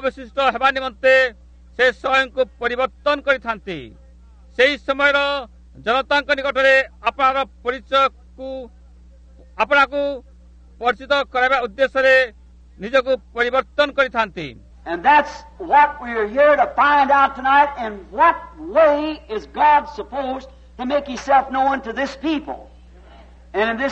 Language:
Odia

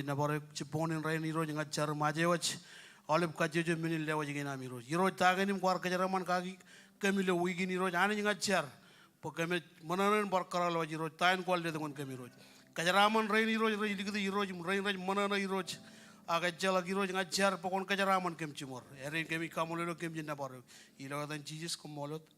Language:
Marshallese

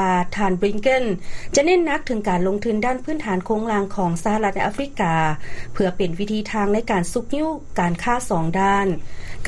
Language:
Lao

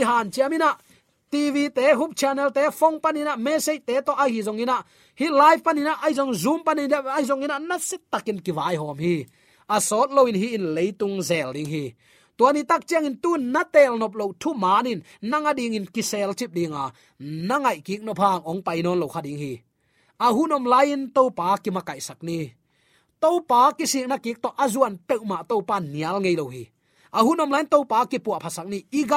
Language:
Tedim Chin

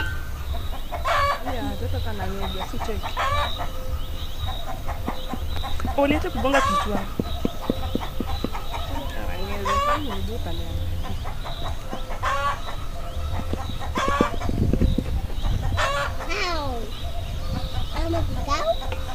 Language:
Swahili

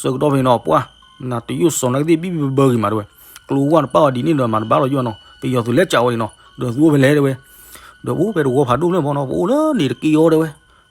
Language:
S'gaw Karen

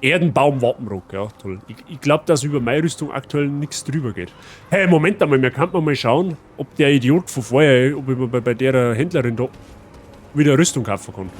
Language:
Bavarian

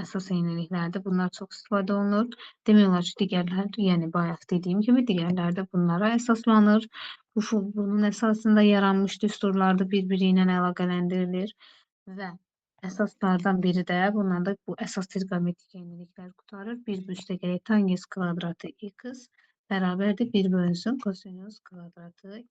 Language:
Azerbaijani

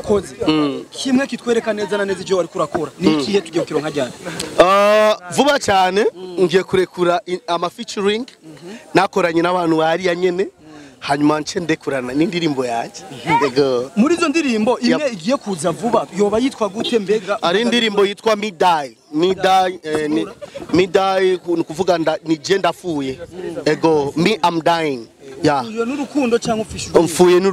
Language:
Rundi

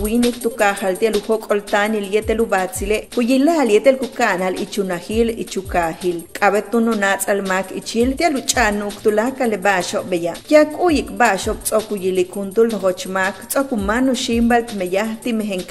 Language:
Yucateco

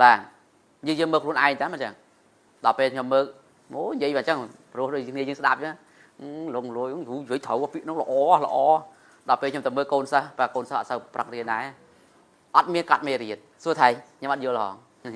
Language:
Khmer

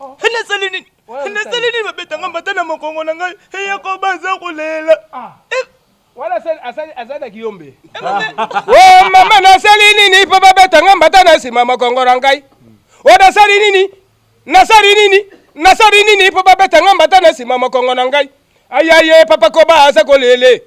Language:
Lingala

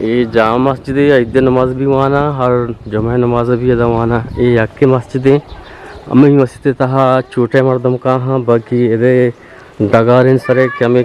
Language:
Eastern Balochi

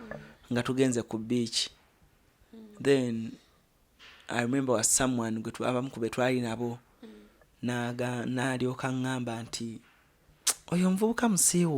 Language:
Ganda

